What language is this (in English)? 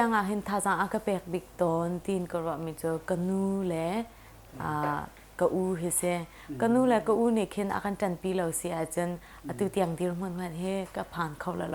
Hakha Chin